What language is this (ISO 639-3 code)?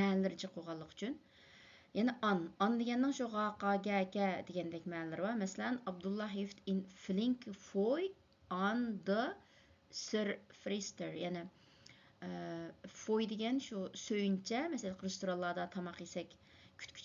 uig